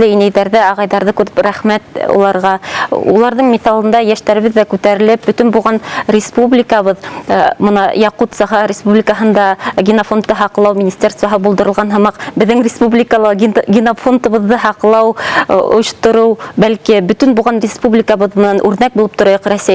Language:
Bashkir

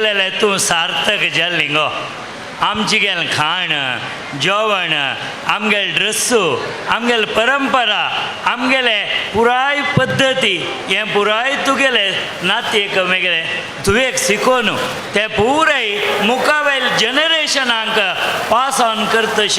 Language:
Konkani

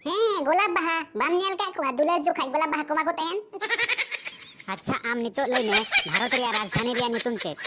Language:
Santali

